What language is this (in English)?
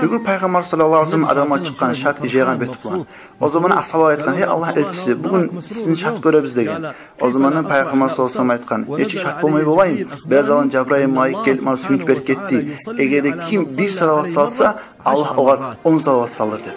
Kumyk